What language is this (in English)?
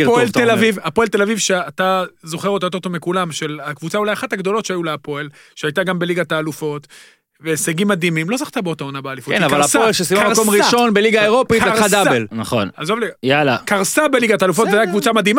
Hebrew